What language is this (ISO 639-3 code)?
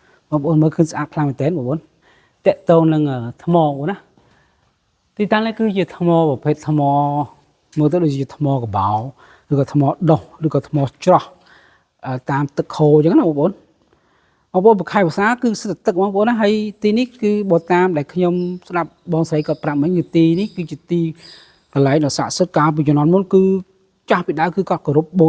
khm